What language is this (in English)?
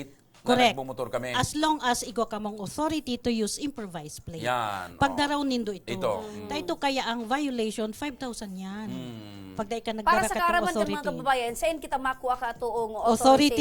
Bikol